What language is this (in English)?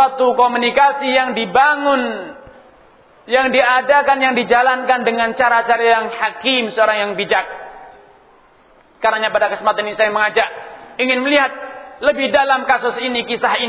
Indonesian